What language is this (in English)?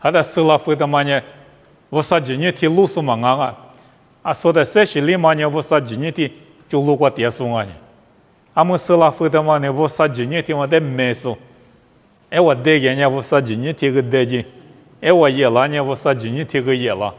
Lisu